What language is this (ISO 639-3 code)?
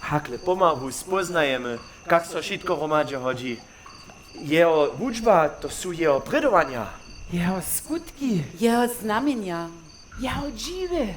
hsb